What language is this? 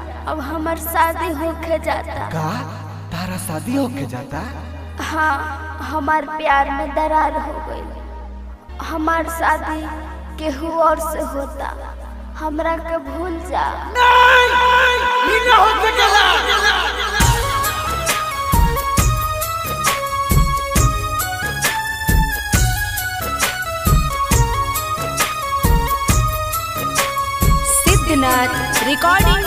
Bhojpuri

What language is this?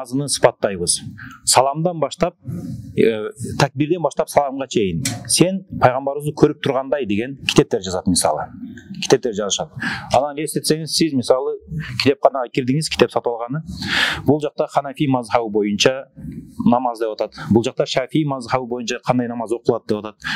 Kyrgyz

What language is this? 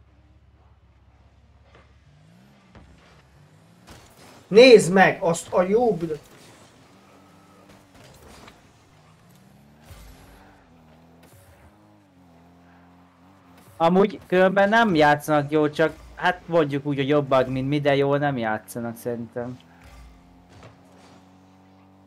Hungarian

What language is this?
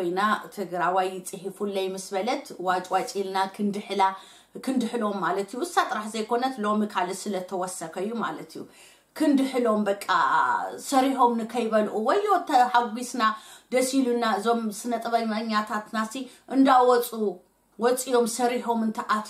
Tigrinya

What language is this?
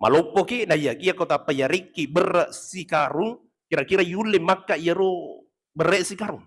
Buginese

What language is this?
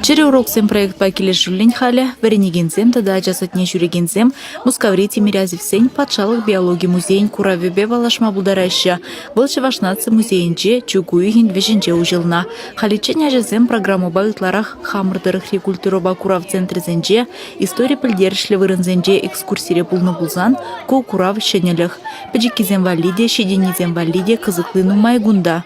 Chuvash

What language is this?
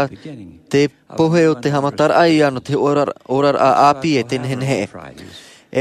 Tahitian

